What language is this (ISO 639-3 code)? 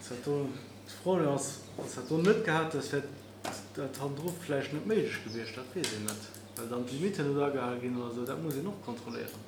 ltz